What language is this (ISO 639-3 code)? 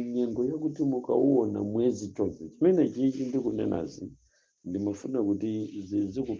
nya